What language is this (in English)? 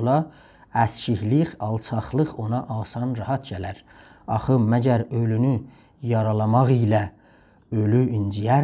South Azerbaijani